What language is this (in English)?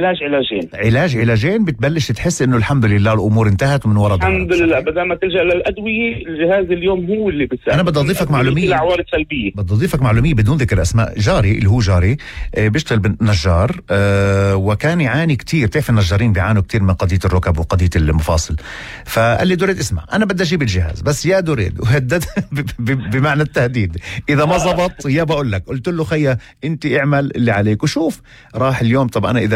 North Levantine Arabic